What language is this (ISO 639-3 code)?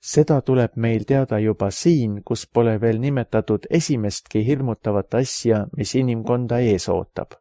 est